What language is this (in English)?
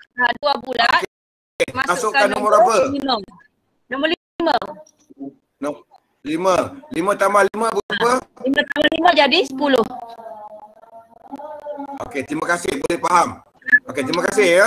Malay